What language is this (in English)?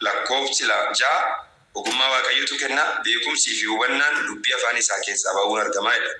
Oromo